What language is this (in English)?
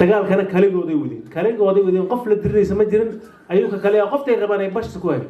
Somali